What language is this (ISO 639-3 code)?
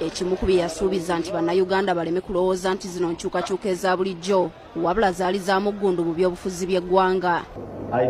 lug